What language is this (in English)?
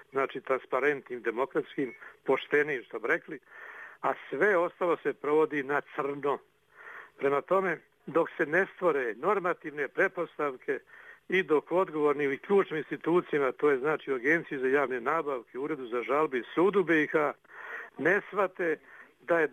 Bosnian